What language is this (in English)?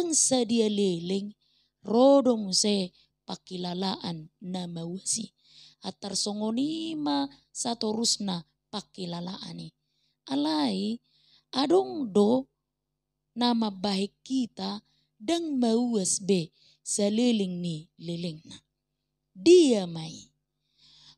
Batak Toba